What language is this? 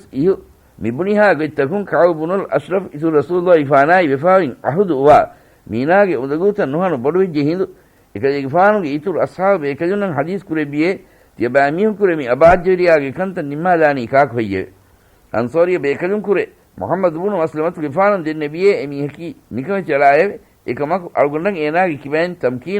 Divehi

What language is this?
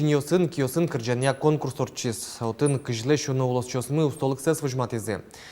Udmurt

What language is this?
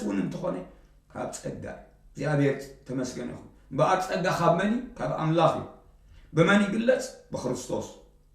Tigrinya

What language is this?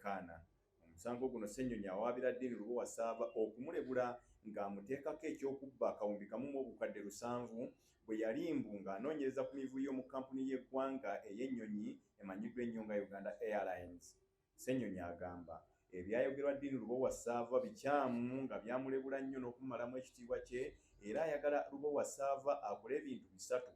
Ganda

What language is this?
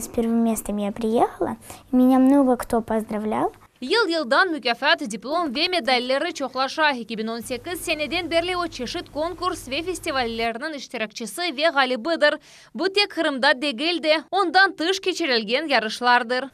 Crimean Tatar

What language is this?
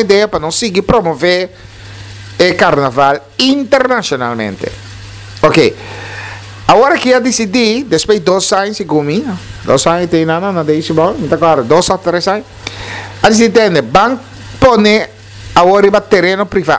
Papiamento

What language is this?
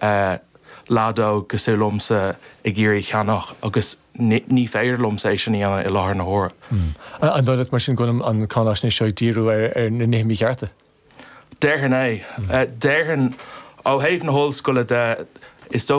Irish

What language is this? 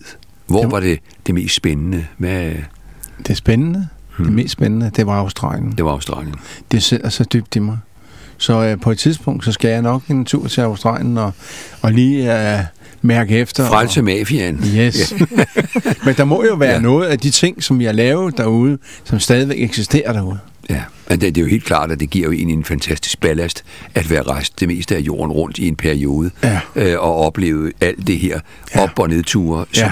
Danish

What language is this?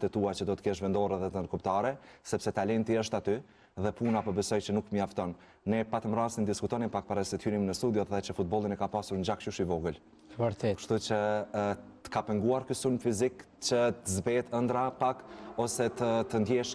Albanian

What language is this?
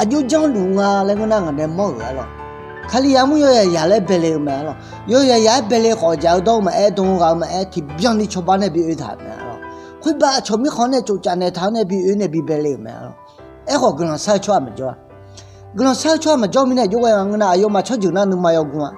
Akha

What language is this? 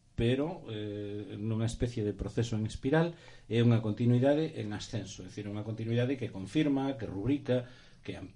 Galician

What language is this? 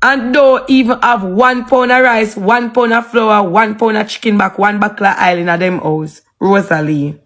Jamaican Creole English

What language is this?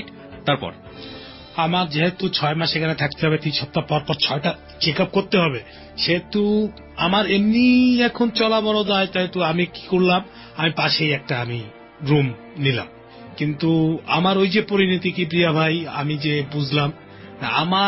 Bangla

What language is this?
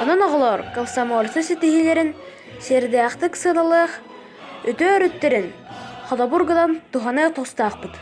Yakut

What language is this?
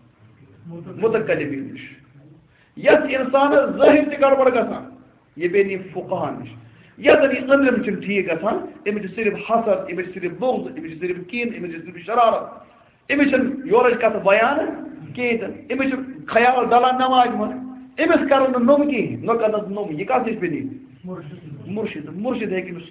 Kashmiri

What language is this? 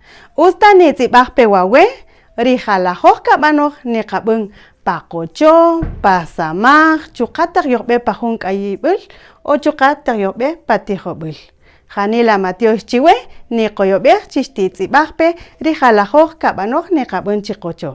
Kaqchikel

